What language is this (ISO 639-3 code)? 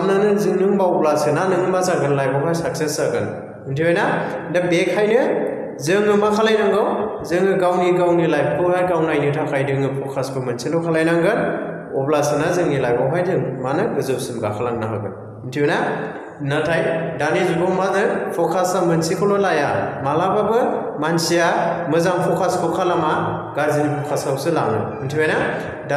brx